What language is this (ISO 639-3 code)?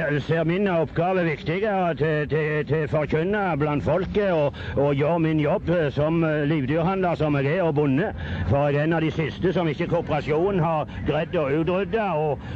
nor